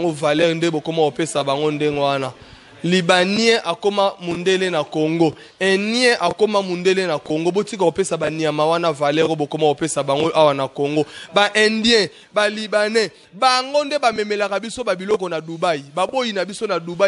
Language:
Lingala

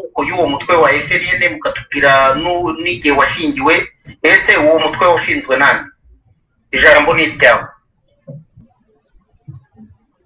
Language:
Kinyarwanda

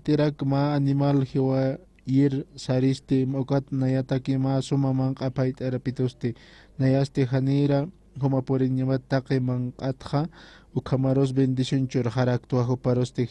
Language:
Aymara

